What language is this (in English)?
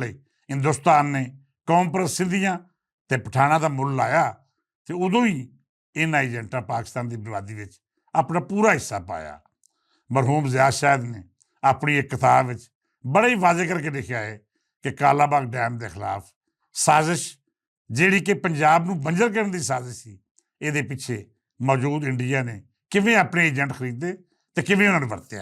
Western Panjabi